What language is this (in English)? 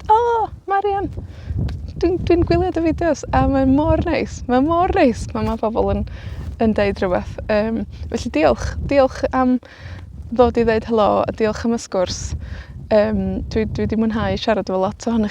Welsh